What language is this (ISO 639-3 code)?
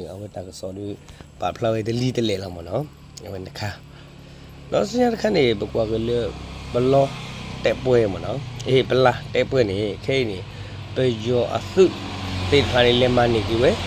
ksw